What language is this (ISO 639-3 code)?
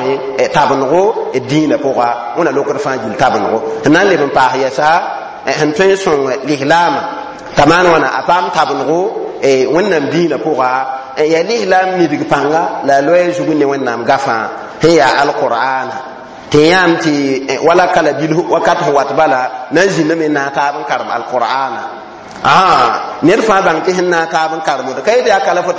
mos